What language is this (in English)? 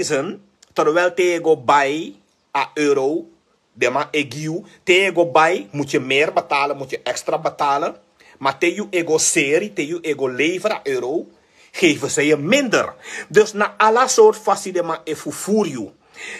Sranan Tongo